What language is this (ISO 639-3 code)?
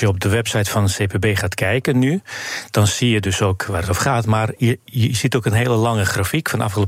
nld